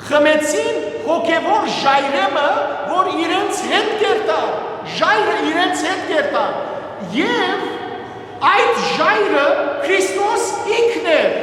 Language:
Western Armenian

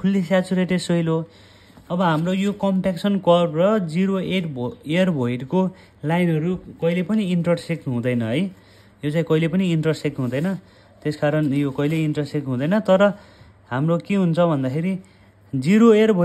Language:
Nepali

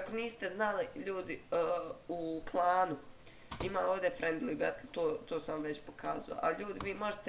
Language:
Bosnian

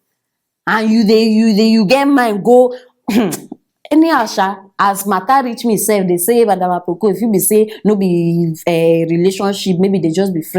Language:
Nigerian Pidgin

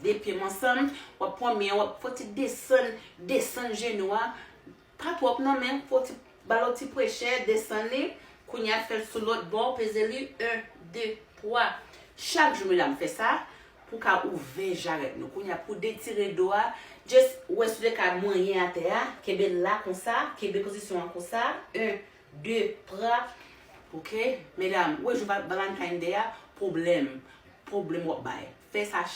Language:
Haitian Creole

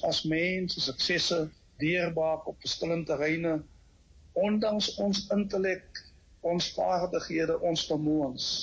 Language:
Afrikaans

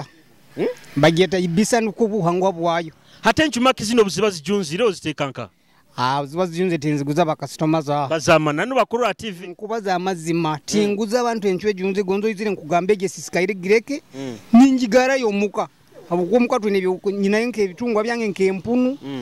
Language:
Nyoro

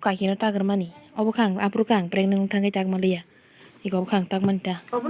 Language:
Kok Borok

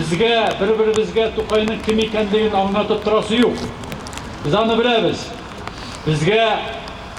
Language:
Tatar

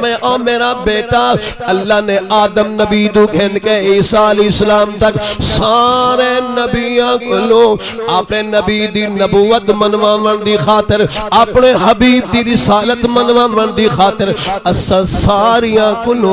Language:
Saraiki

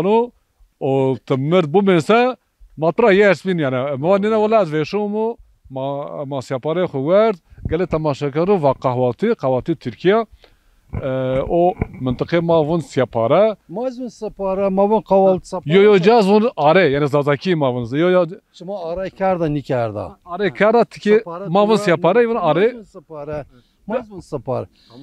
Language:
Zaza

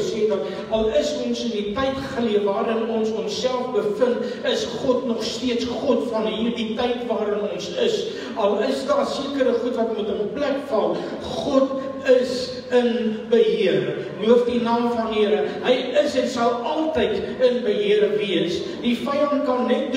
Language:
Afrikaans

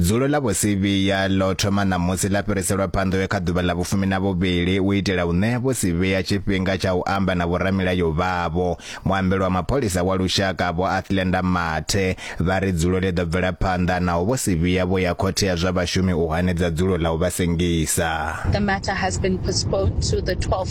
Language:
Venda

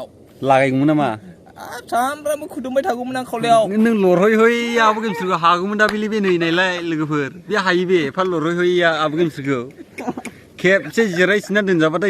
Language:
Bodo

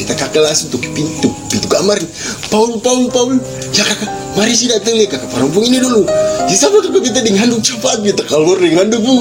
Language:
Ambonese Malay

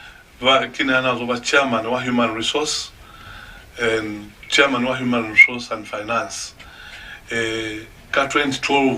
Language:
Lozi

